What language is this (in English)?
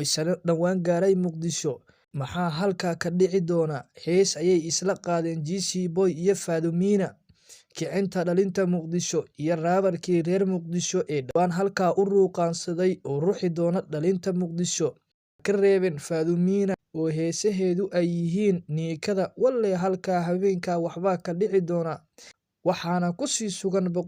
Somali